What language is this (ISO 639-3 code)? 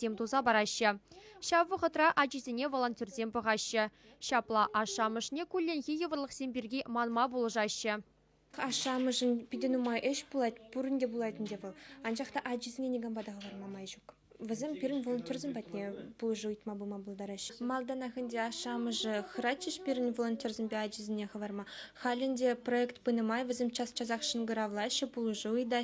chv